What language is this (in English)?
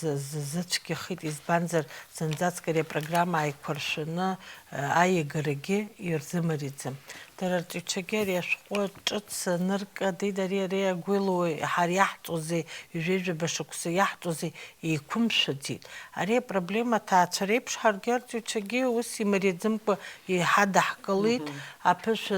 Abkhazian